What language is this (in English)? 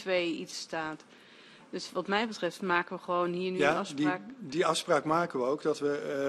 Dutch